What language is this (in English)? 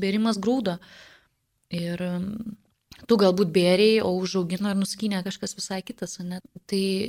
Lithuanian